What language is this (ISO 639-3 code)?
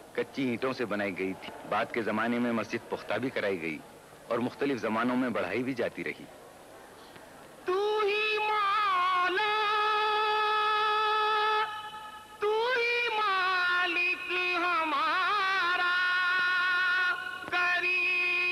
urd